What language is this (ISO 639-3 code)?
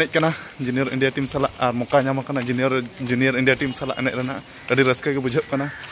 sat